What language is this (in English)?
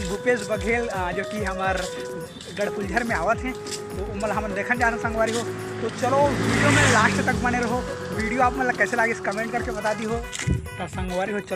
Chhattisgarhi